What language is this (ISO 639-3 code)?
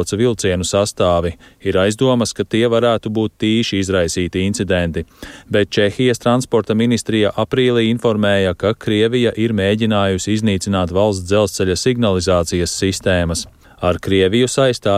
lav